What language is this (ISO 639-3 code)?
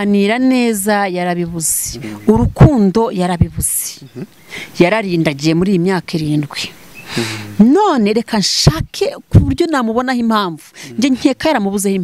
kin